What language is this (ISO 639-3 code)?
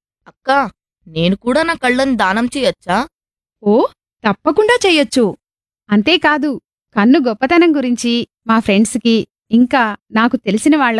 tel